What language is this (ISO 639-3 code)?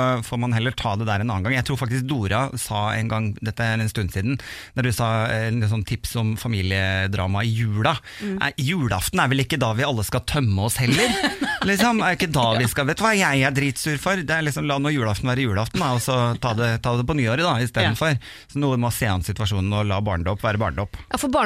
nor